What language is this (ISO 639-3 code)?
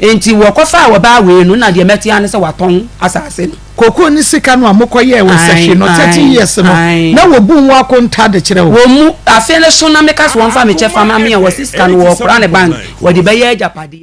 aka